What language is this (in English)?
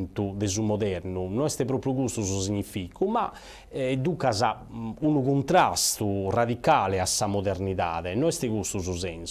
Sardinian